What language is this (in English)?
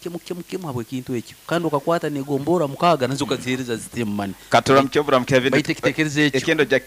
Nyoro